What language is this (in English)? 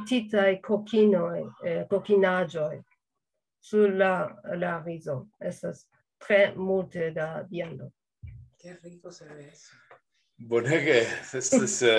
Esperanto